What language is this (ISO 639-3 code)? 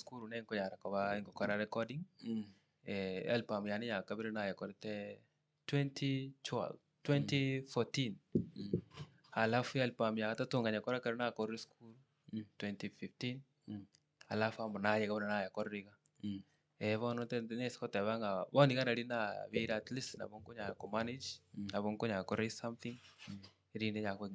guz